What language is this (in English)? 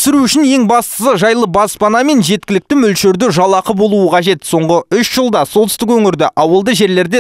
Kazakh